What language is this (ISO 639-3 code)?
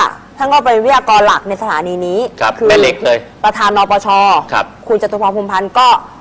tha